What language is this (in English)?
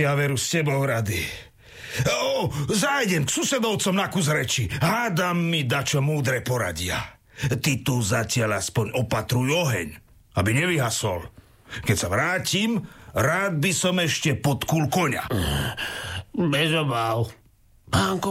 Slovak